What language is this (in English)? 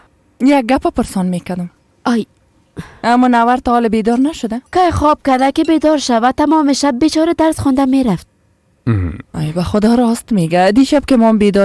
Persian